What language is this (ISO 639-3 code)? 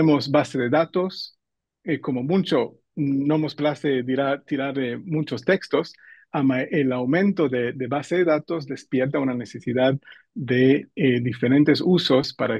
lad